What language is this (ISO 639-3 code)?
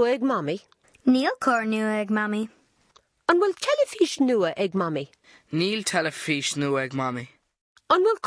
gle